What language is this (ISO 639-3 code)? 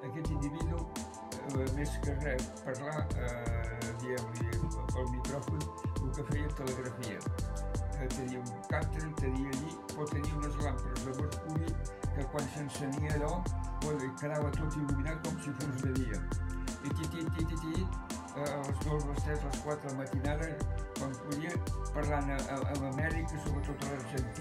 cat